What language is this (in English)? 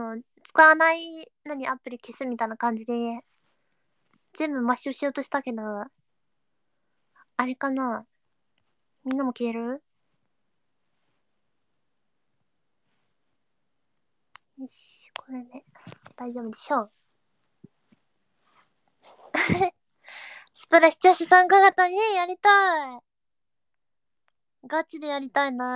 Japanese